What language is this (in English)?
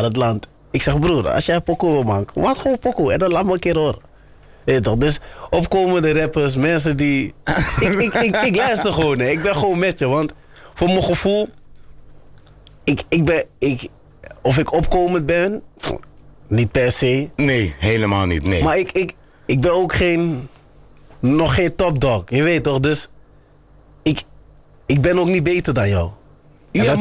Dutch